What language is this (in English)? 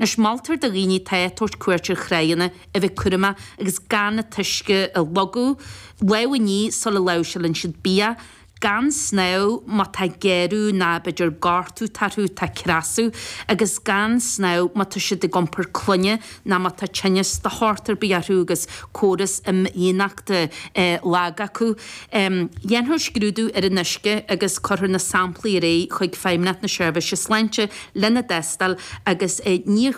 Irish